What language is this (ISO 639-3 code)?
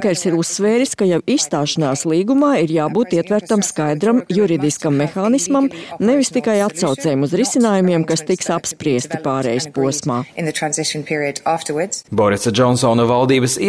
lav